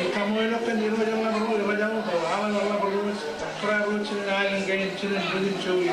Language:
Marshallese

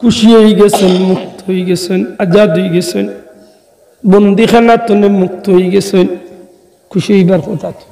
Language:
Sylheti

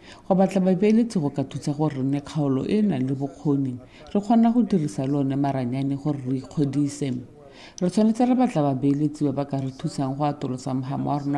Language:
Tswana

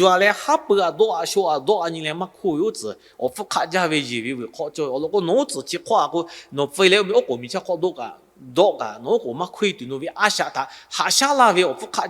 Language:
Lahu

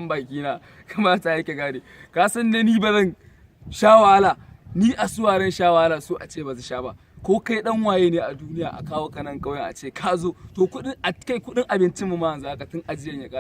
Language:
Hausa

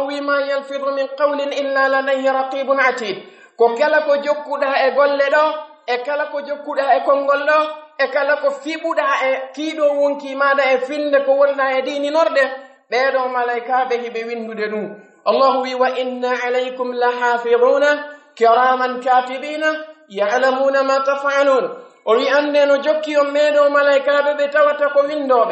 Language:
Pular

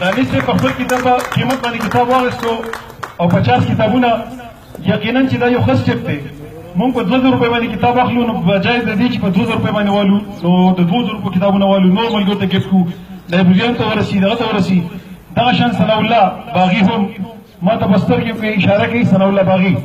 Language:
Pashto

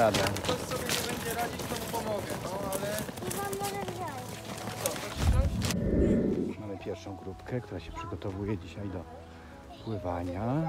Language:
Polish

